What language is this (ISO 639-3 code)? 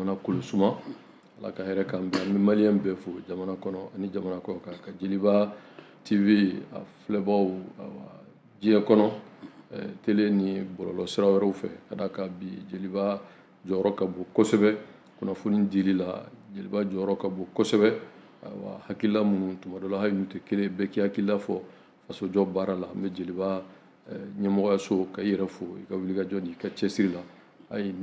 bam